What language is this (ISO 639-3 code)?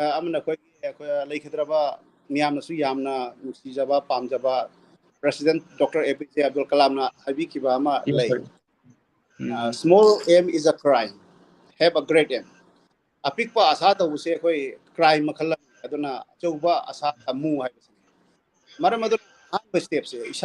mni